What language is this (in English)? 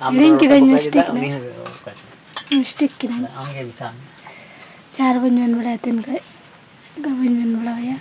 Santali